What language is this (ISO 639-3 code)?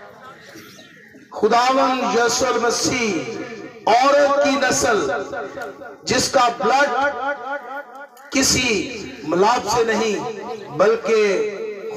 urd